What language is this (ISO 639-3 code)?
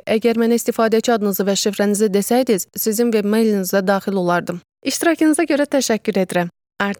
aze